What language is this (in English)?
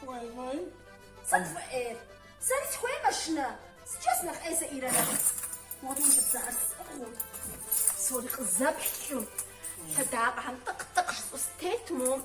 Kabardian